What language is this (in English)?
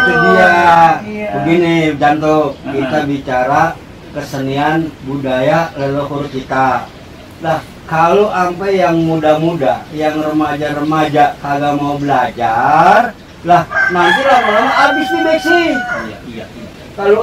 Betawi